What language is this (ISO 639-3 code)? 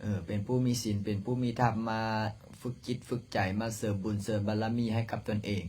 lao